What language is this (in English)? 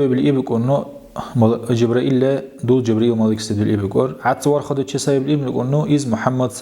Dargwa